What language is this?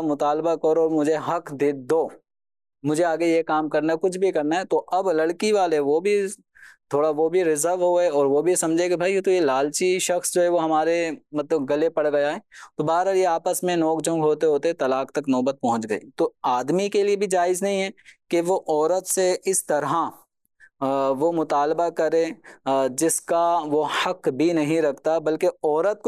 Urdu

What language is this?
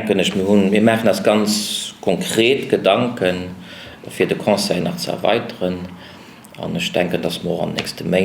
Luxembourgish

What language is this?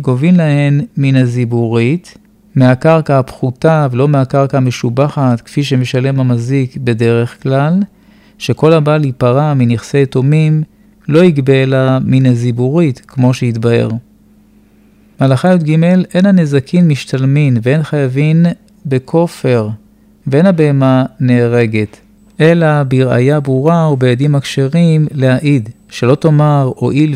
Hebrew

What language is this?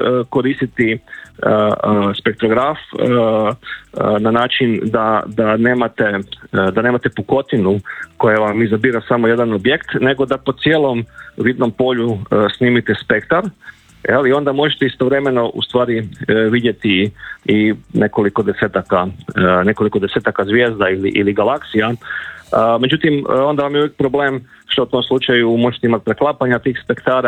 Croatian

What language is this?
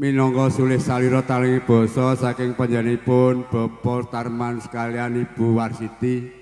Javanese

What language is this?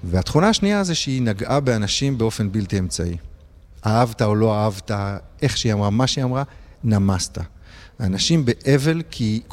Hebrew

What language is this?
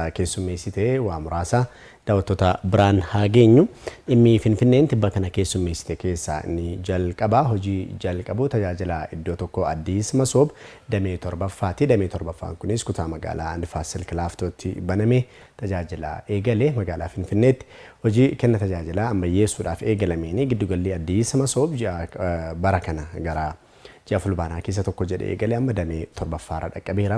Oromo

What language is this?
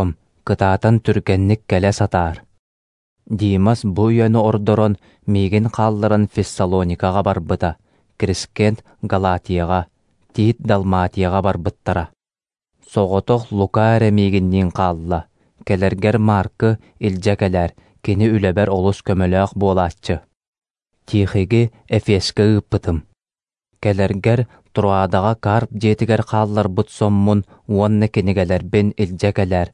Yakut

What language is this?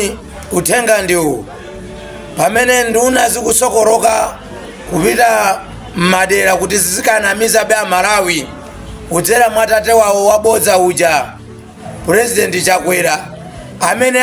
Nyanja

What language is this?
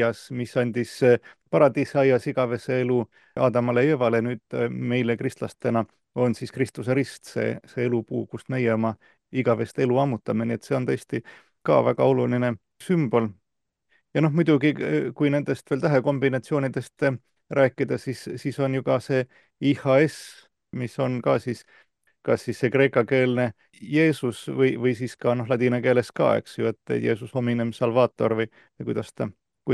Estonian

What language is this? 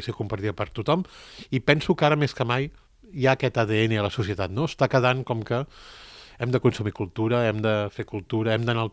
Catalan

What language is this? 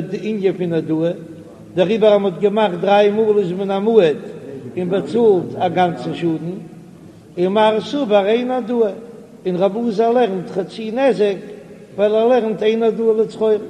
Yiddish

